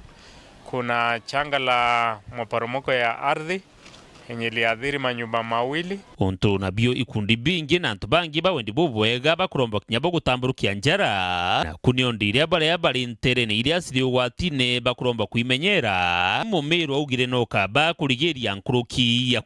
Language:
Meru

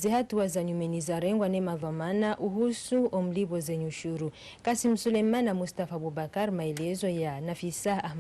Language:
Ngazidja Comorian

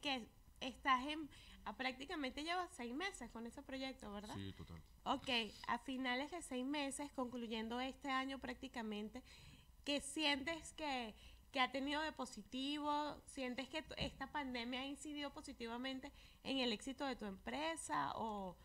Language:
Spanish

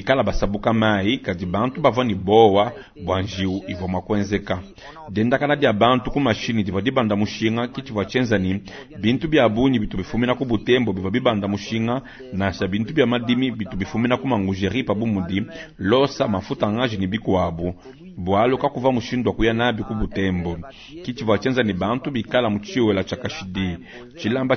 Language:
Luba-Lulua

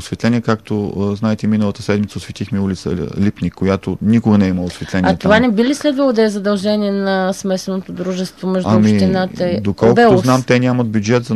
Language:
Bulgarian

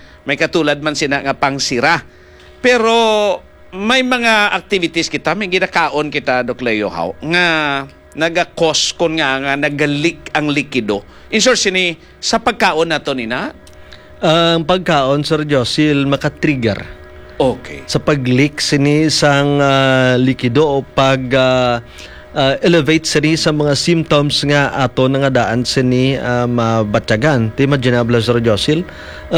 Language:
Hiligaynon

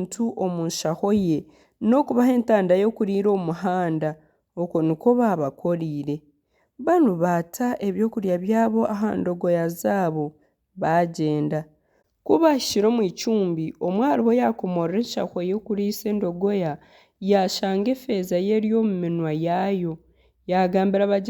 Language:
Nyankole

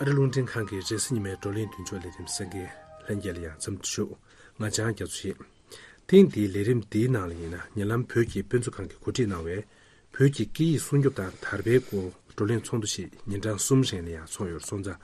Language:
Tibetan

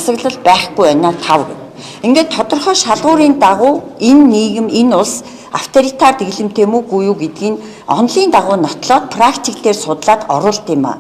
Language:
Mongolian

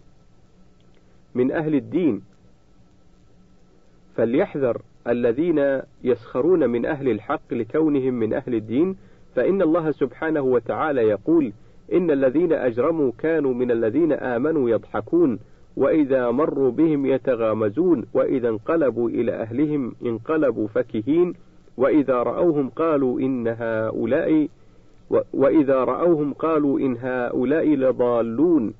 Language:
Arabic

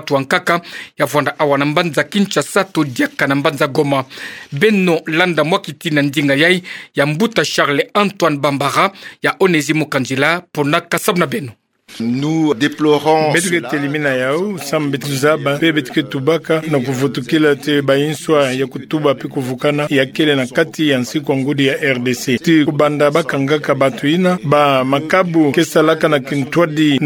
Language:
Kituba (Democratic Republic of Congo)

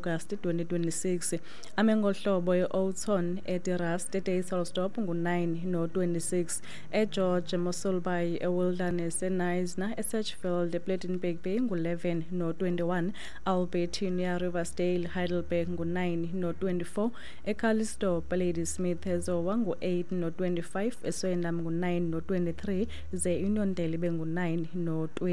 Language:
Xhosa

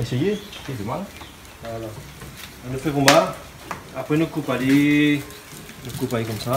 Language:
Réunion Creole French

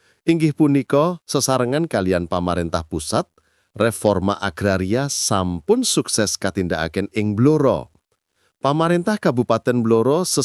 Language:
Javanese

